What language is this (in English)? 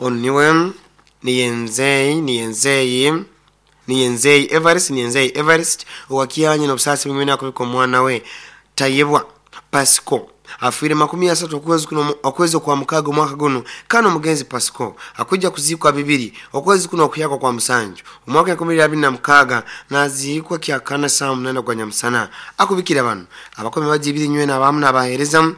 Nyoro